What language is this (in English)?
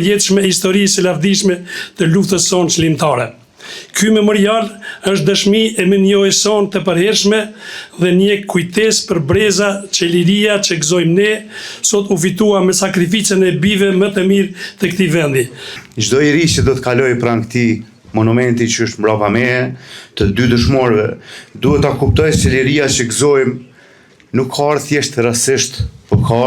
Albanian